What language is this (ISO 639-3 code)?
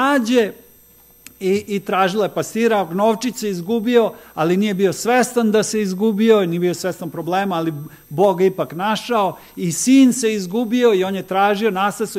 srp